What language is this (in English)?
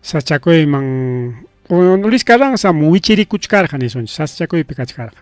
Ayacucho Quechua